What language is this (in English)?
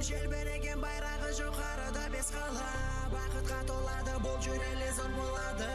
Kara-Kalpak